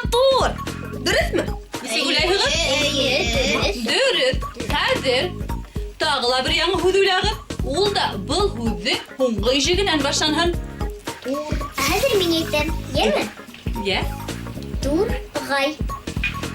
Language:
Bashkir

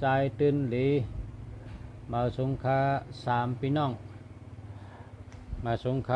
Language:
Shan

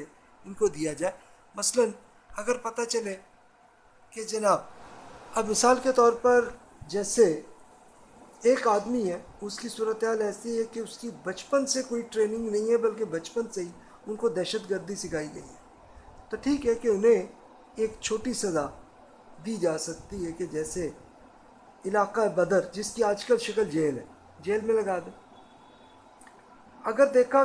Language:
Urdu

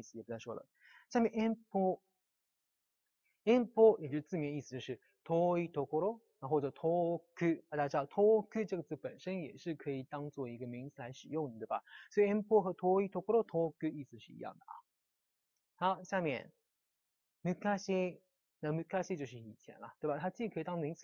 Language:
Chinese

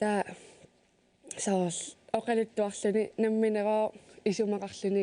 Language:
Kalaallisut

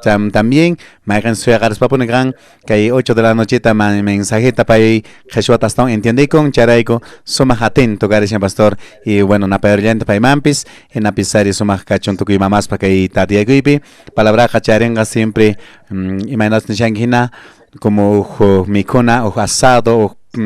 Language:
Quechua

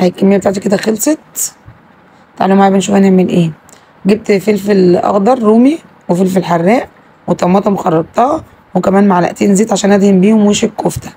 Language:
Egyptian Arabic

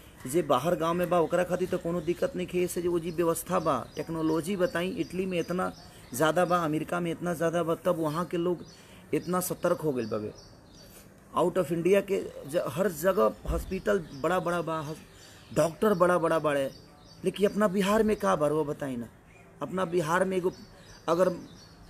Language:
Bhojpuri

